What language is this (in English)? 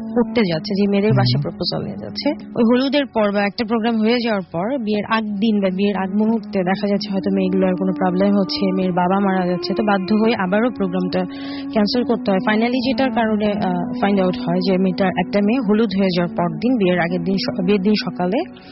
Bangla